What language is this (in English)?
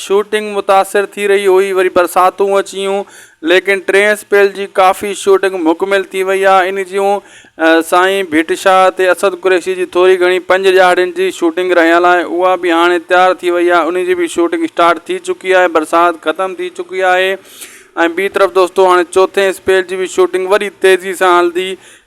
Sindhi